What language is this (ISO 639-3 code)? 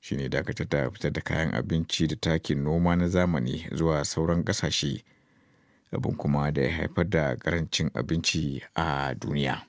hau